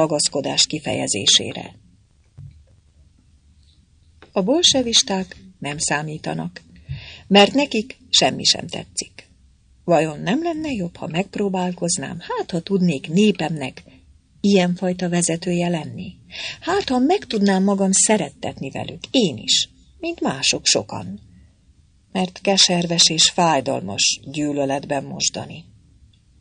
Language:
Hungarian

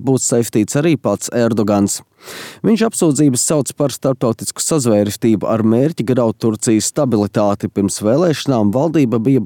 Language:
Latvian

